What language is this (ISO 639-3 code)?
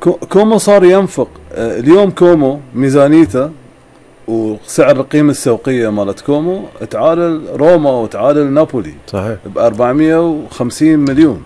afb